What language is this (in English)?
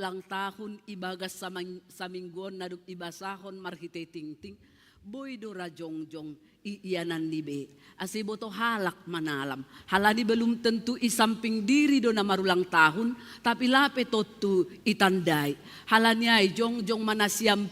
Batak Simalungun